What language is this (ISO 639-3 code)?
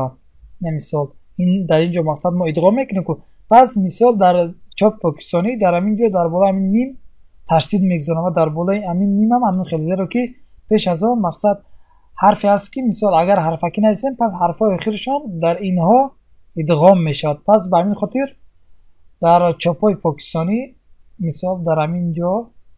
tgk